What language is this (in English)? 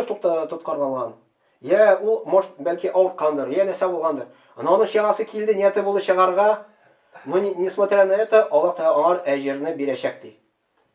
Tatar